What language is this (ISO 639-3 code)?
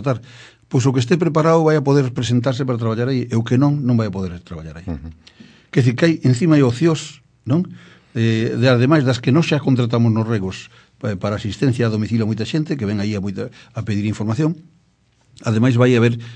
glg